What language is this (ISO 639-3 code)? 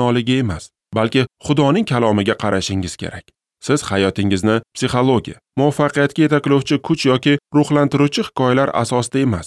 uzb